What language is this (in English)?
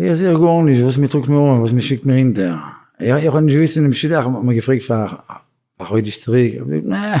Yiddish